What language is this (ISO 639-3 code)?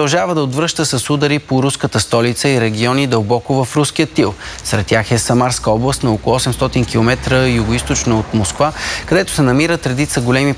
bul